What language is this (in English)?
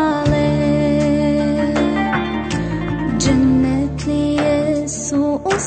Bosnian